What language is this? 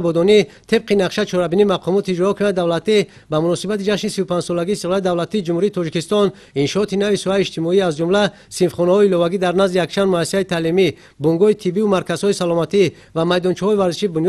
Tajik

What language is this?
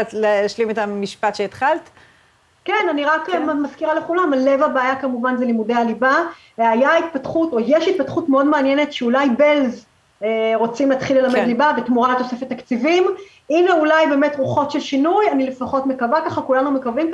Hebrew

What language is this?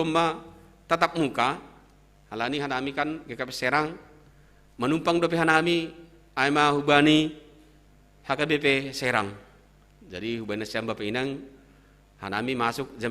Batak Simalungun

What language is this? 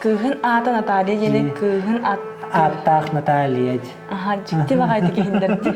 Yakut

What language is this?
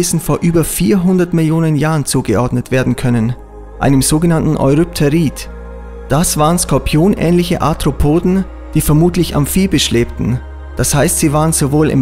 German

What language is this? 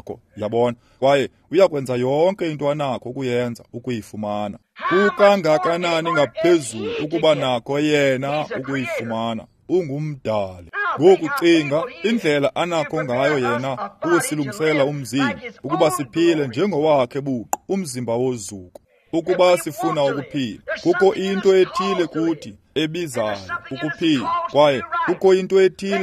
Xhosa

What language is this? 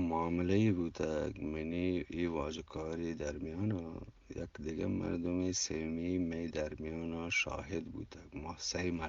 Eastern Balochi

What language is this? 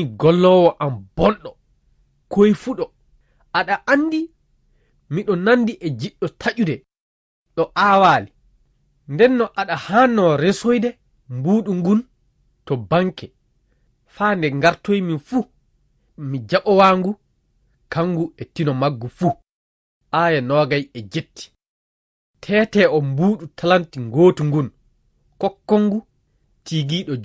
Fula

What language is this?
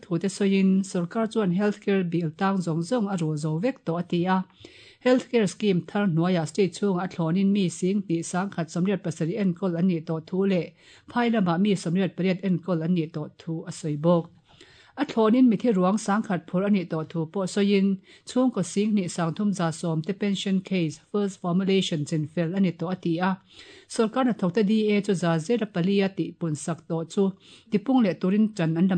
Mizo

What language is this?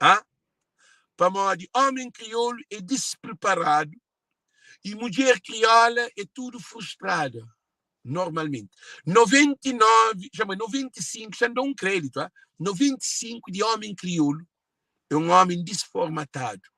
Kabuverdianu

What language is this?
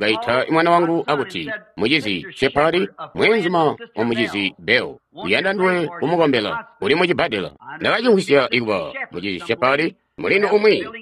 Tonga (Zambia)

